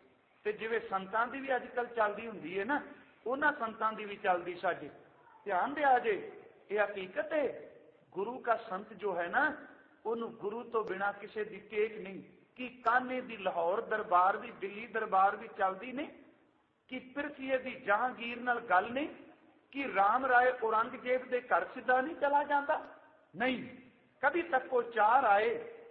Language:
Punjabi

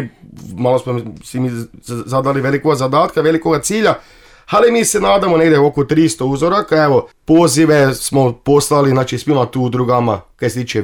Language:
Serbian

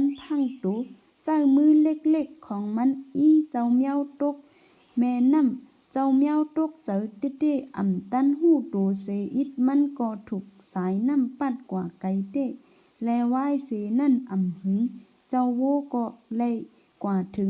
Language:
Shan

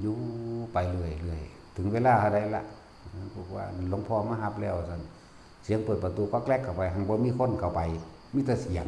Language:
Northeastern Thai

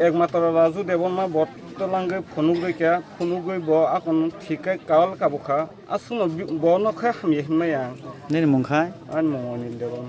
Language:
Kok Borok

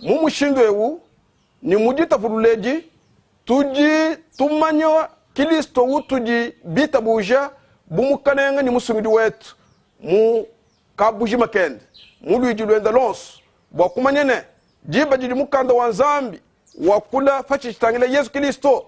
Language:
Luba-Lulua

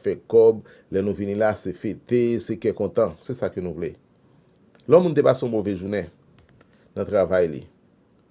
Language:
Haitian Creole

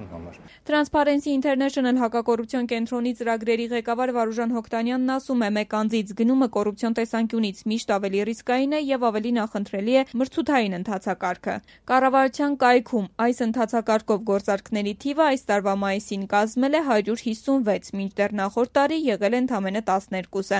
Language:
Armenian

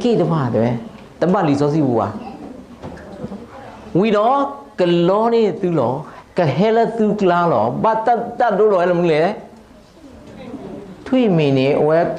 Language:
S'gaw Karen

